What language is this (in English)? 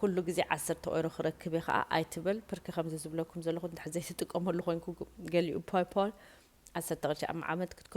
Tigrinya